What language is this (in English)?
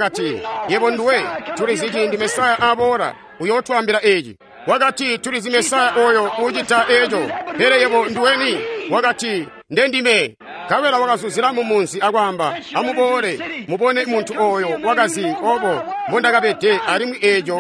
Tonga (Zambia)